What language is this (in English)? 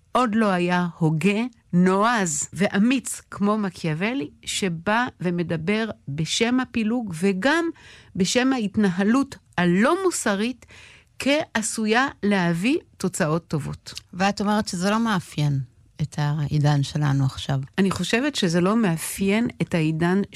Hebrew